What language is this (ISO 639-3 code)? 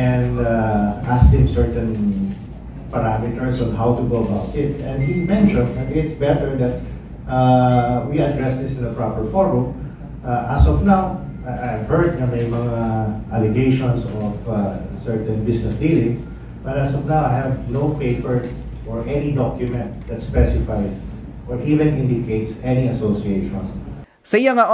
hil